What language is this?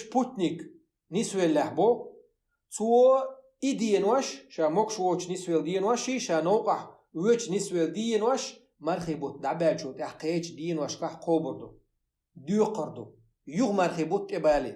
Chechen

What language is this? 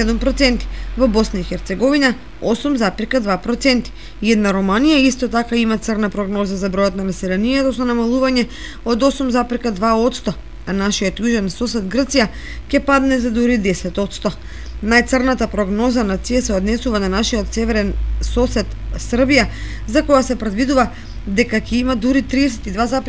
Macedonian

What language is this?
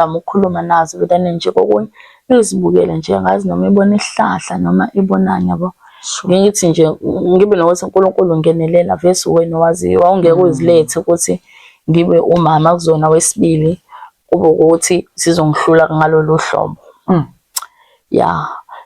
Zulu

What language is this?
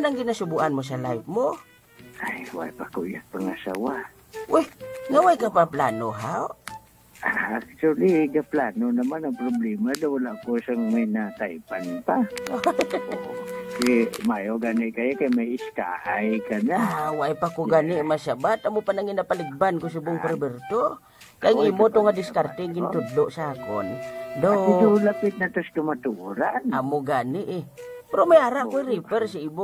Hiligaynon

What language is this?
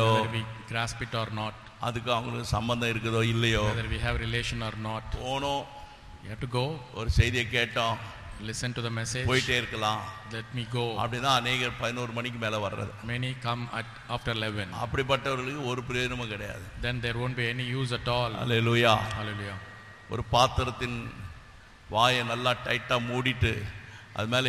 Tamil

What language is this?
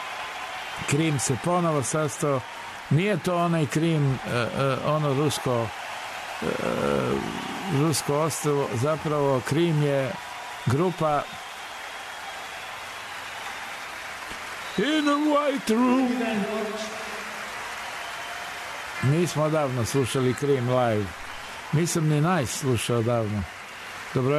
Serbian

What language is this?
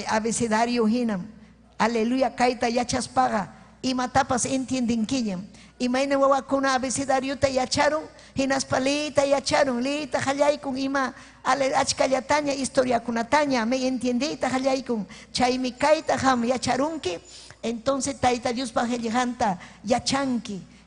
Ayacucho Quechua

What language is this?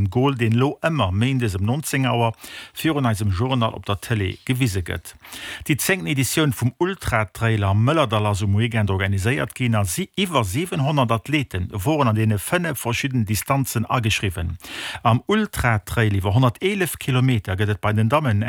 Luxembourgish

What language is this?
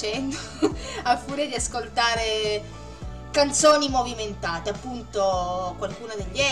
Italian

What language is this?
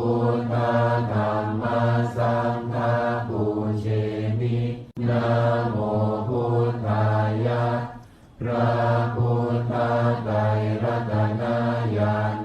Pali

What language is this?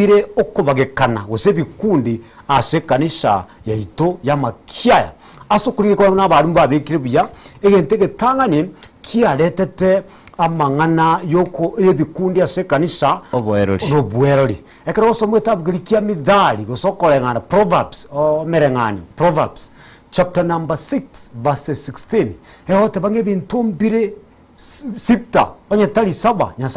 Gusii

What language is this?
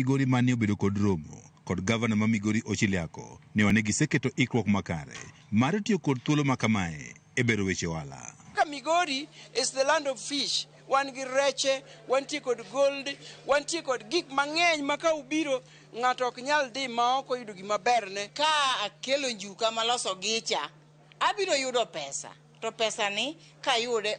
Luo (Kenya and Tanzania)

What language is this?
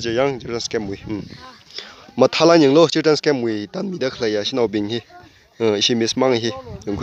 Tangkhul Naga (India)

